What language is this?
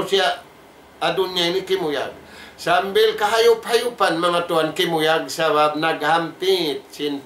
Tausug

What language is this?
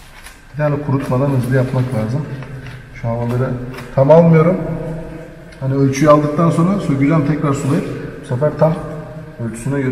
Turkish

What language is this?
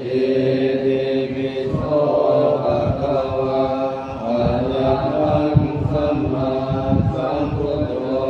Pali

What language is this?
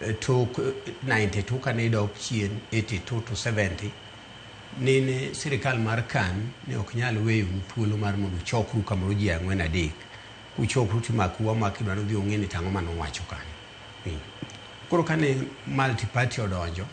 Luo (Kenya and Tanzania)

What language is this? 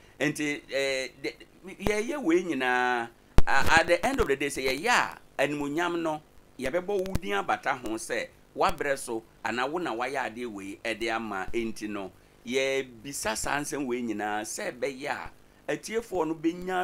Akan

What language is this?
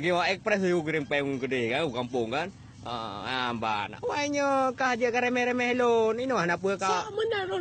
Achinese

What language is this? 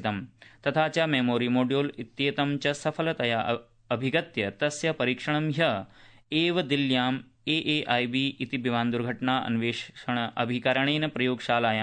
Sanskrit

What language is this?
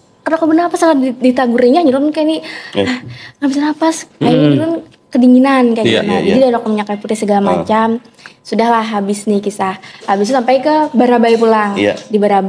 Banjar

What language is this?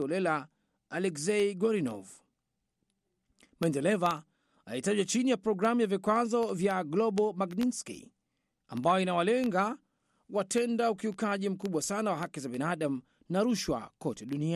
Swahili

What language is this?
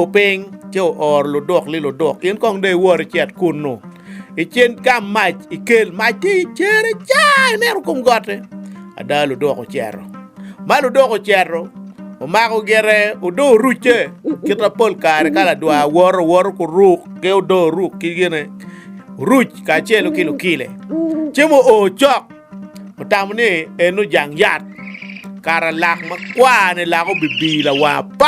Acoli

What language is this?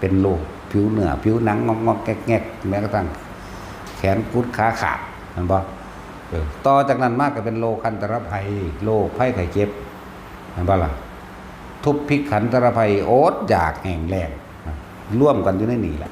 Northeastern Thai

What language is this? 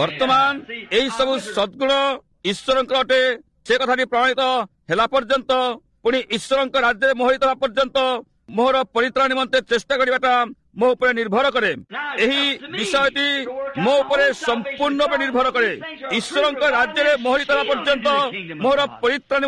Odia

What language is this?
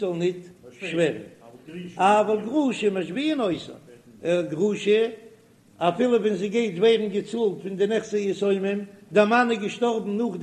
Yiddish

